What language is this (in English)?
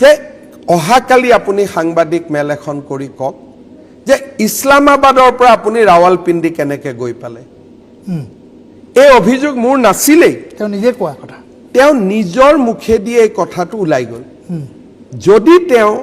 Assamese